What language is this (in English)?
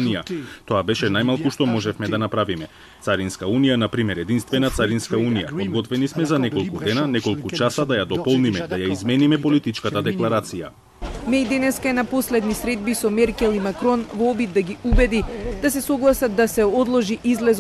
Macedonian